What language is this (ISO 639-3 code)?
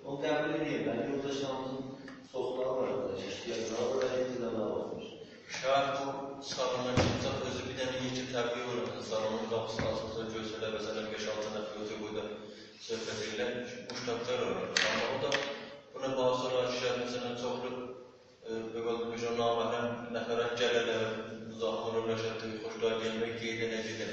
azb